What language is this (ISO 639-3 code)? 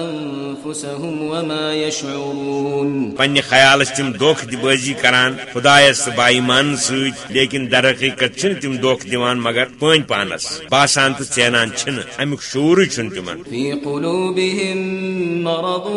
kas